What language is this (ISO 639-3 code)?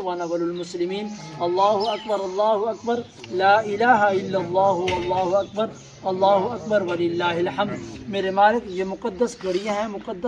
phr